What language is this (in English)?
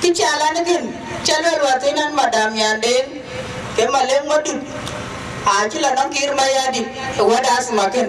Dinka